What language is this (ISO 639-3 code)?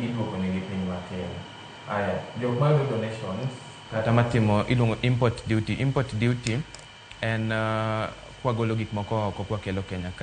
luo